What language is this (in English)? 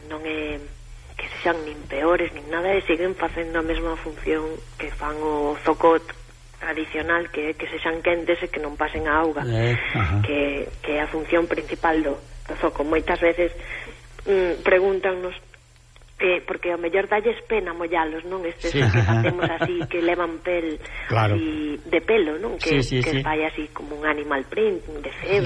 Galician